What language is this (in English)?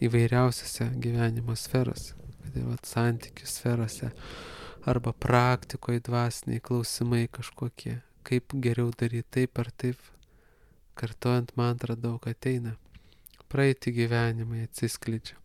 Lithuanian